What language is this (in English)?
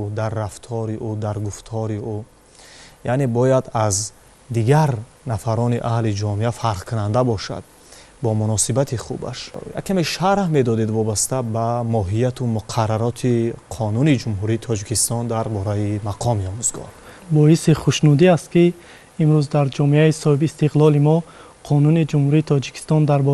Tajik